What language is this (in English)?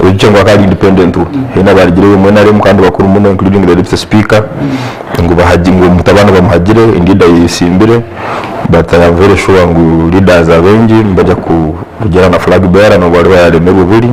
Nyankole